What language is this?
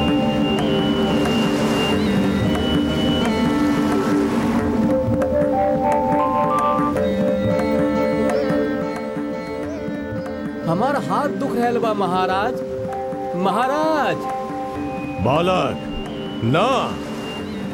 Bhojpuri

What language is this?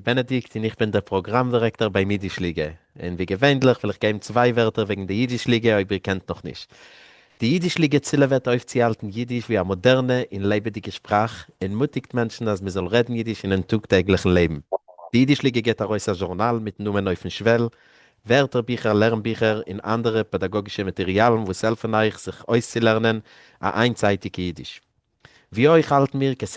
Yiddish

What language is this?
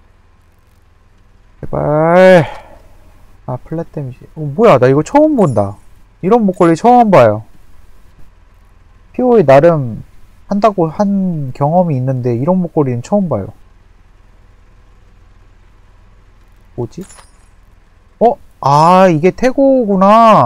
Korean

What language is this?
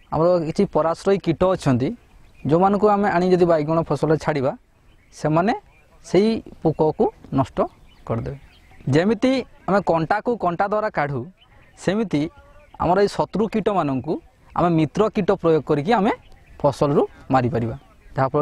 Odia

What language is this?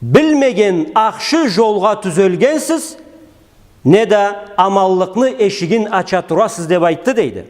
Karachay-Balkar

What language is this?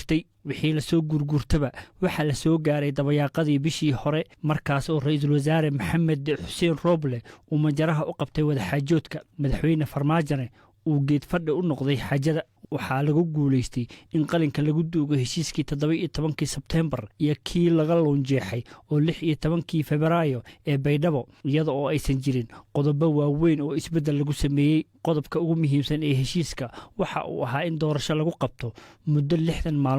Somali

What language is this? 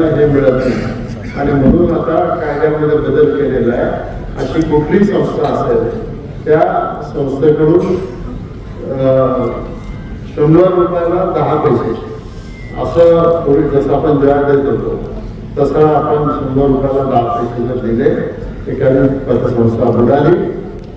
Marathi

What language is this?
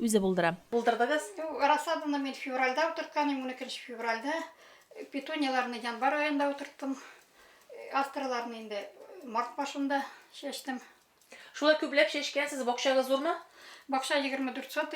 Tatar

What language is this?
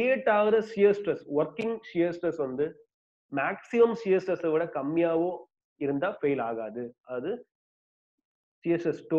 Tamil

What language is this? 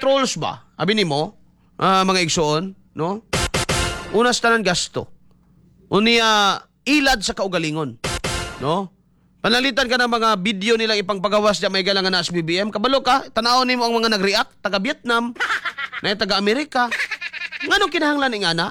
Cebuano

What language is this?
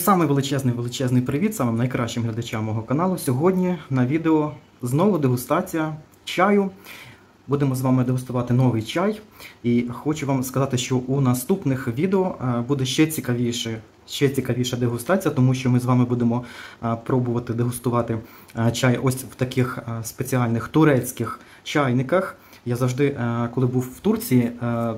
Ukrainian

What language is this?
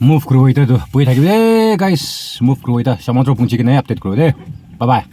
Naga Pidgin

